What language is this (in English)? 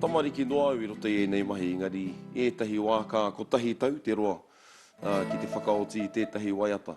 Māori